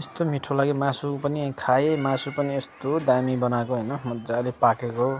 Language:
Nepali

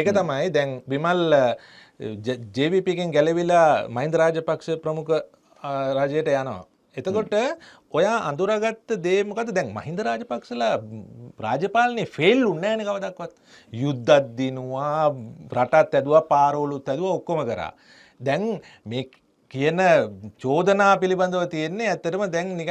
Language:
Sinhala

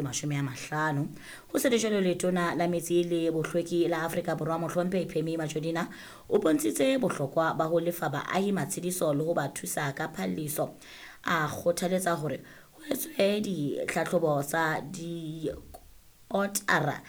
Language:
Southern Sotho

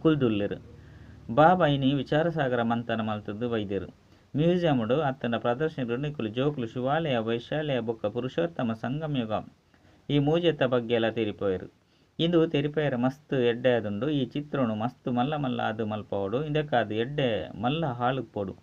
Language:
Tulu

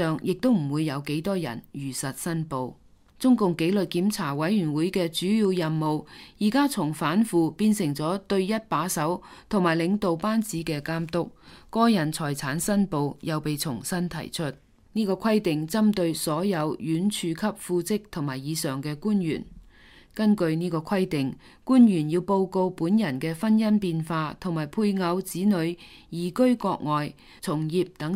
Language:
Cantonese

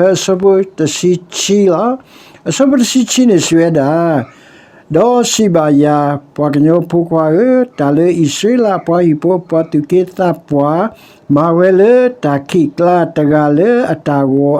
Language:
S'gaw Karen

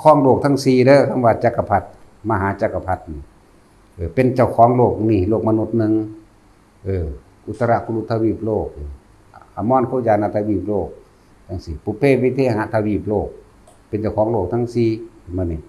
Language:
Lao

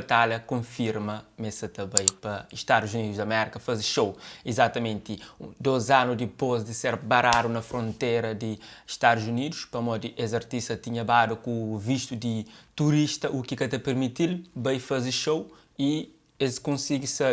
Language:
Kabuverdianu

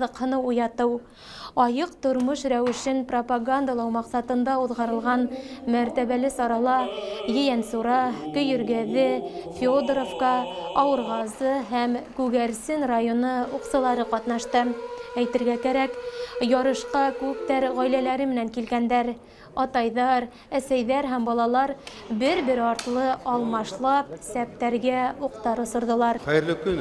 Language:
Bashkir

